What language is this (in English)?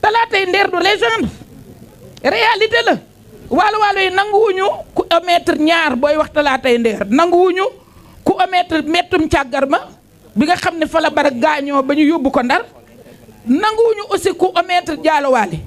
Wolof